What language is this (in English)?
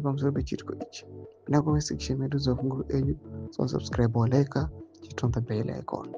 Shona